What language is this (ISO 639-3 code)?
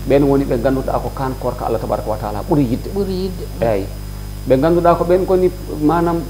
ful